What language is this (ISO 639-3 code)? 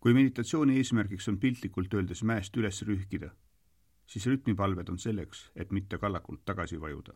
est